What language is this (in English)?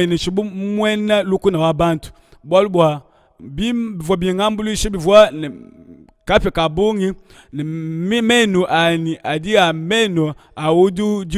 Luba-Lulua